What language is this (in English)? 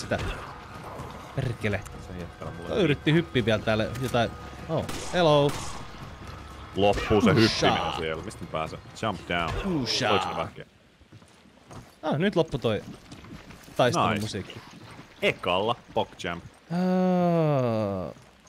Finnish